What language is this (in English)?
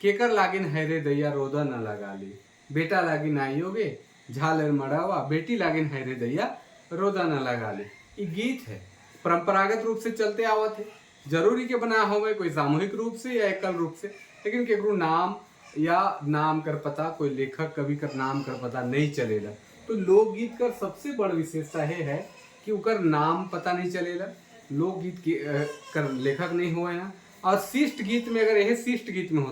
Sadri